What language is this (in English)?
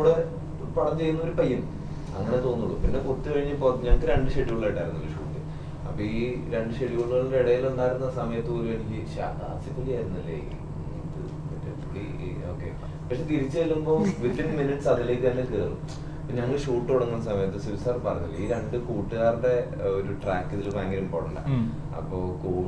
Malayalam